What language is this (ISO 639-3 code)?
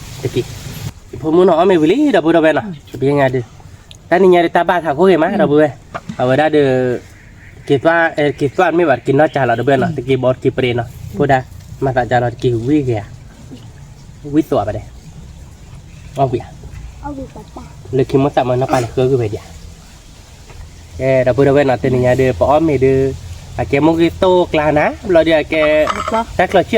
ksw